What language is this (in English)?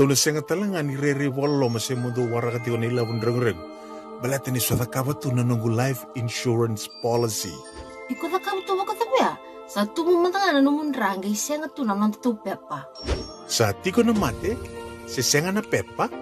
Fijian